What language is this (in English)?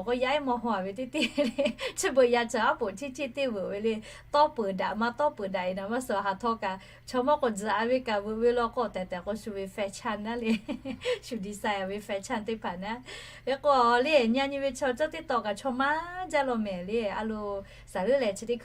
Lahu